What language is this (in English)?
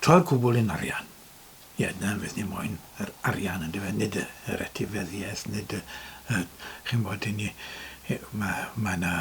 Welsh